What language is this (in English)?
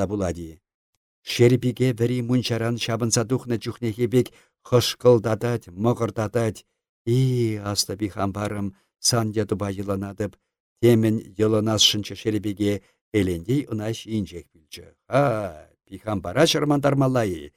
Chuvash